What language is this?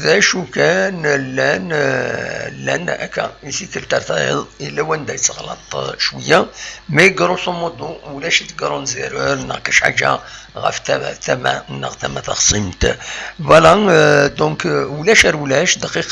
Kabyle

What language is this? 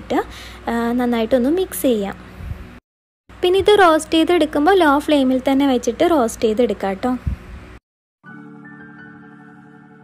Malayalam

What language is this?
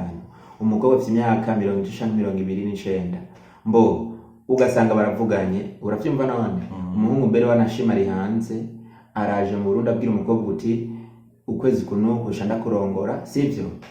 Rundi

